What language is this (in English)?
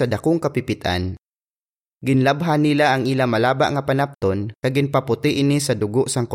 Hiligaynon